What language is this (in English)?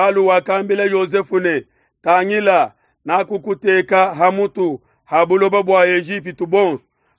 Luba-Lulua